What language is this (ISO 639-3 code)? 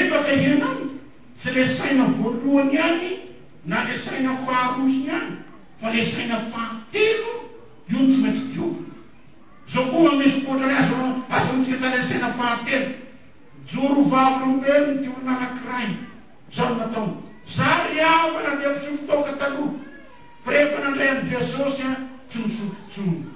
mlg